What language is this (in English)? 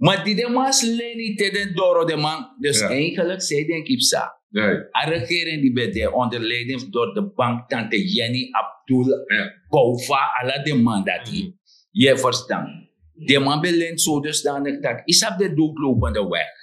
Sranan Tongo